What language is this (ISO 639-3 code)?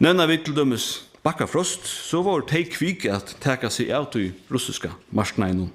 fao